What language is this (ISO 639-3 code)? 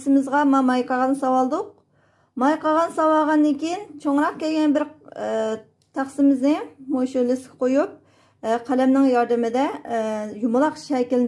uig